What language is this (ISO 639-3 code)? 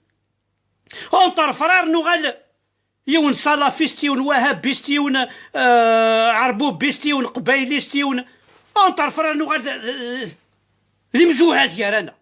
kab